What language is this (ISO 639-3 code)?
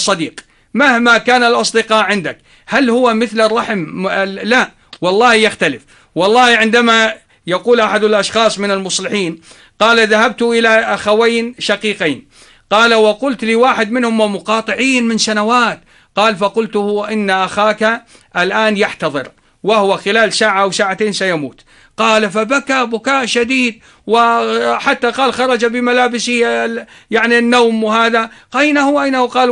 ara